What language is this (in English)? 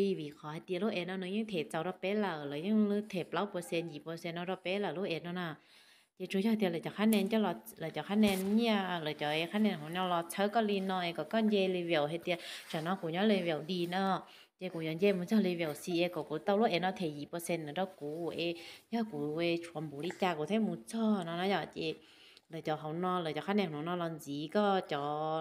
Hmong